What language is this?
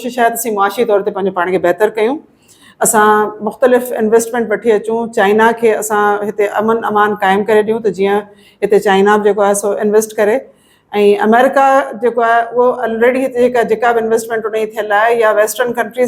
Sindhi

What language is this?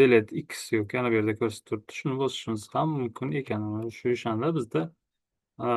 Uzbek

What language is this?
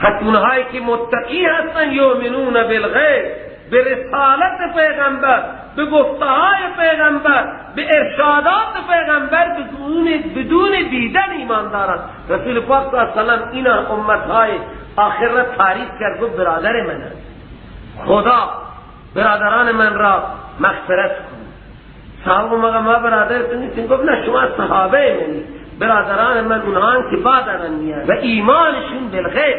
Persian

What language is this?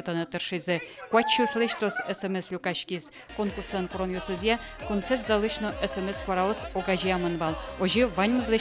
Udmurt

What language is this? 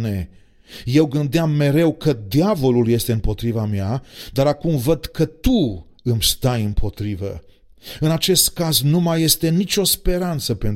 Romanian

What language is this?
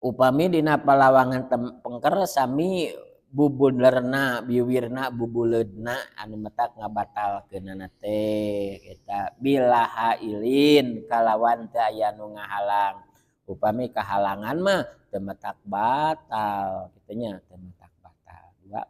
Sundanese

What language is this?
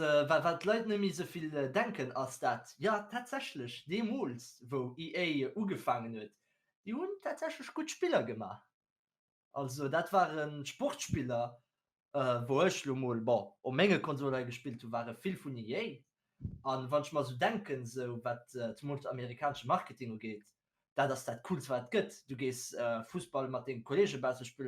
Luxembourgish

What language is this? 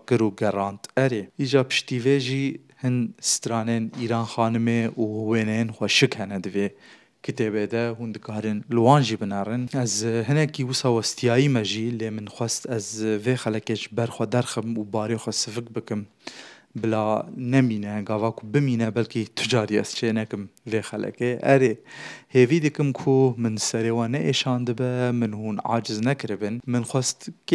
Kurdish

